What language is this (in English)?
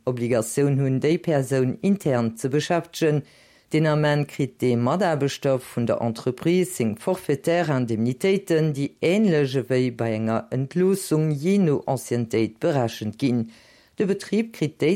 Luxembourgish